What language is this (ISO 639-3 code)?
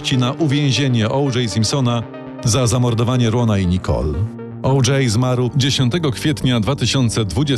pol